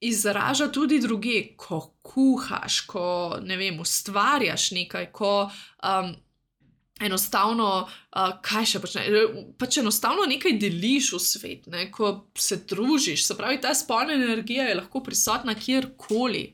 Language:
Slovenian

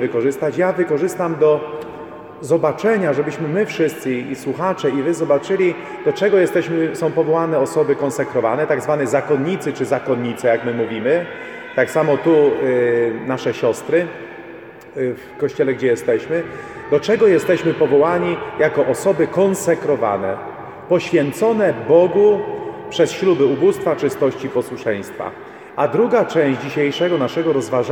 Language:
Polish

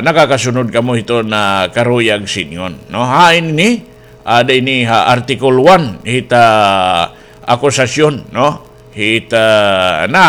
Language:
Waray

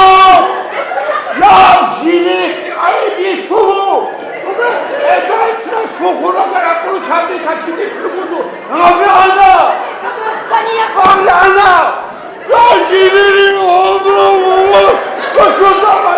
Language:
Tabassaran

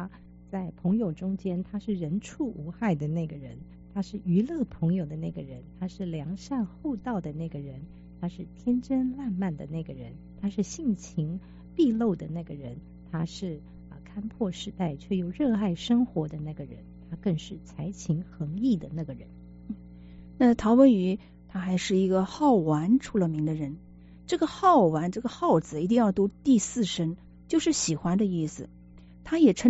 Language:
Chinese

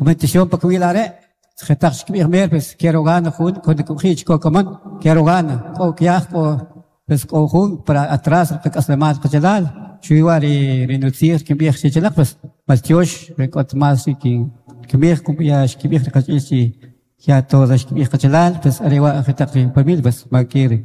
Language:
Kaqchikel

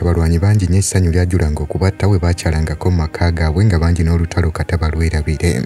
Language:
Ganda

